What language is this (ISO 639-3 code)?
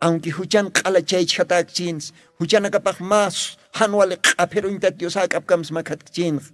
aym